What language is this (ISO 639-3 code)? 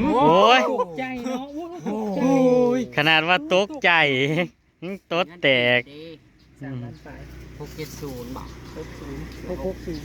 tts